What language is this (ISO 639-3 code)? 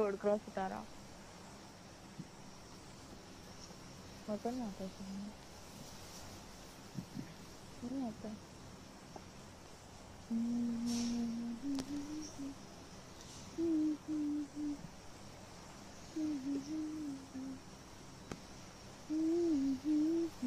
hin